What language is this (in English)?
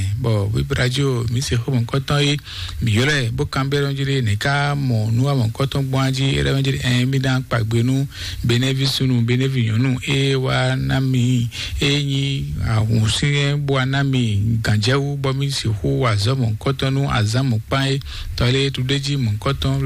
Fon